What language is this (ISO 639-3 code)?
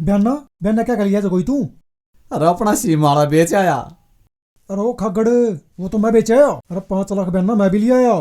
bgc